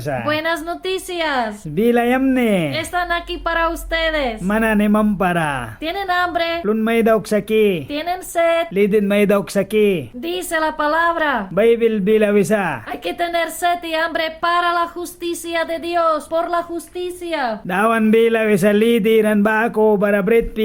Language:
Mískito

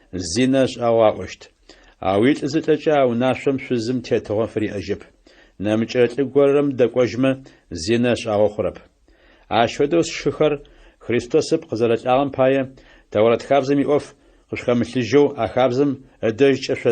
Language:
Adyghe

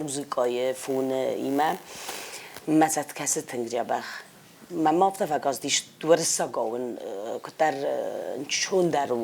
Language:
Ossetic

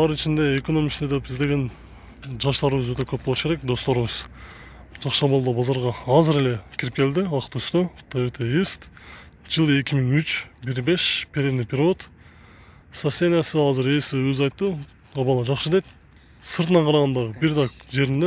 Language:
Kyrgyz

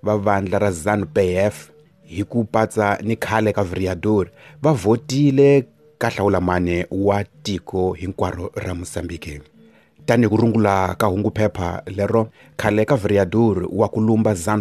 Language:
Tsonga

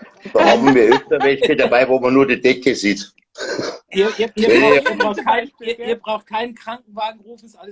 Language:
Bavarian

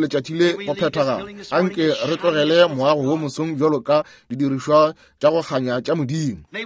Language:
Northern Sotho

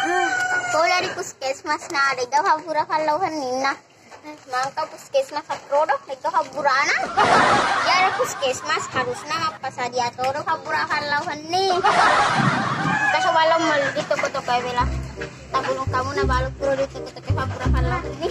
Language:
Buginese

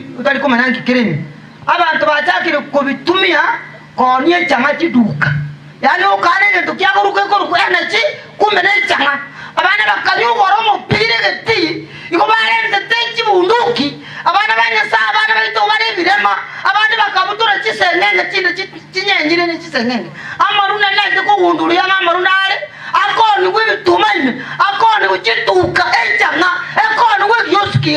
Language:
Gusii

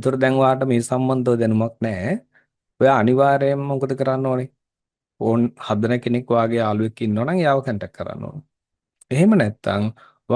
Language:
Sinhala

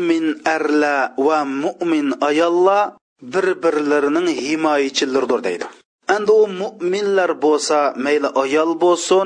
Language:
Uyghur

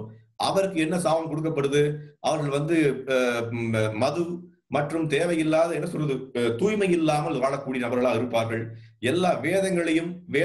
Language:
Tamil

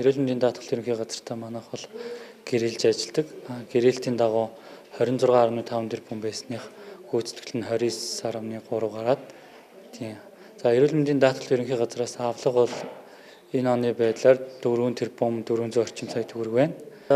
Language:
Mongolian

